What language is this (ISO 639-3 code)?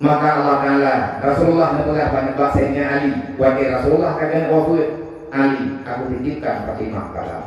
ace